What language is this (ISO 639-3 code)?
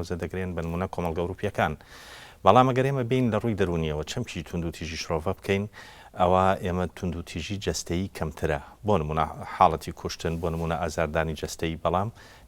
ckb